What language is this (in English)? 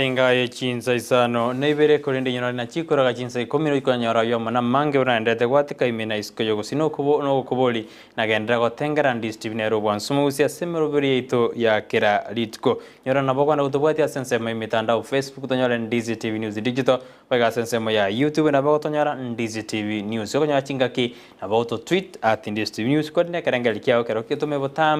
Gusii